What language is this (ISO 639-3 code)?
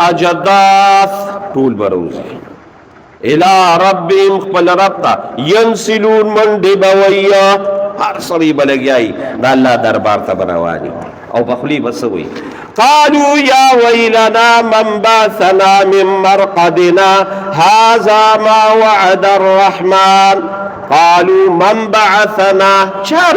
pus